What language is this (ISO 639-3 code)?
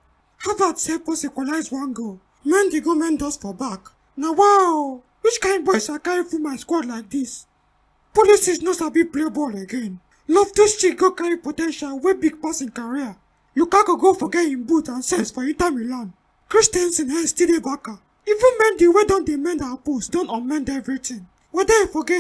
pcm